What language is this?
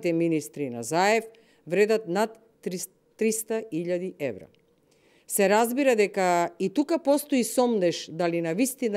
Macedonian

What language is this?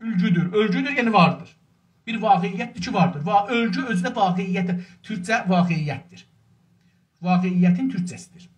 South Azerbaijani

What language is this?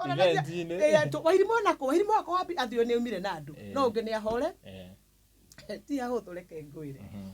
Kikuyu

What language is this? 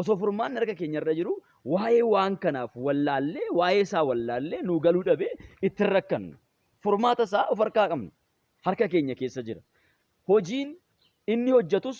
Oromo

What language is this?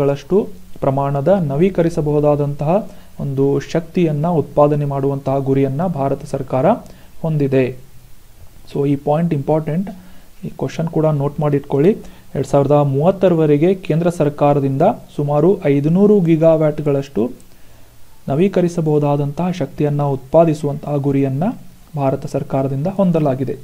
Kannada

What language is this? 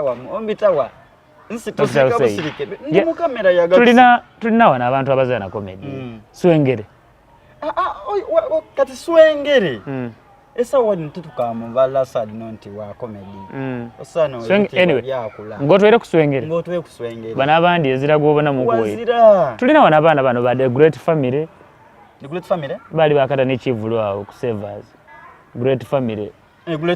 Soga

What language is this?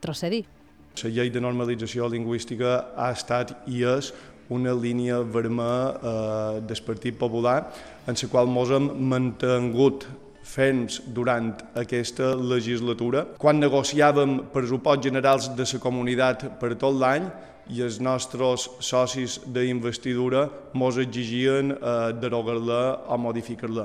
Catalan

